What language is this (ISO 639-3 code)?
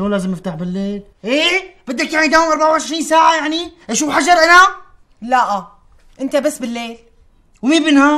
apc